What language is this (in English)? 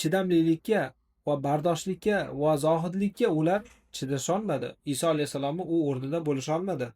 Uzbek